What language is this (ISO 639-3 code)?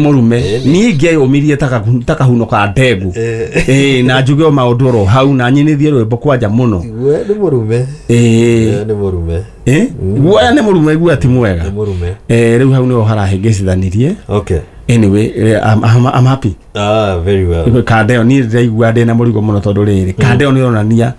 kik